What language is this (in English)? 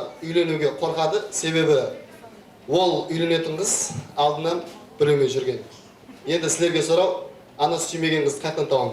Kara-Kalpak